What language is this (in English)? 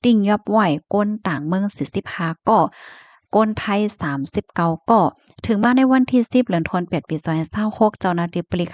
Shan